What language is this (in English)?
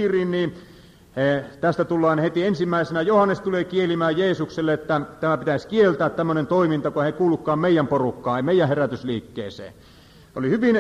Finnish